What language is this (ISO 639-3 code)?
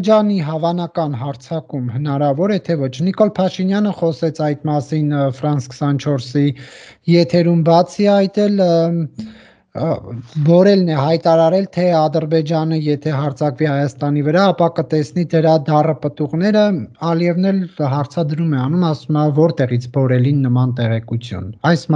hye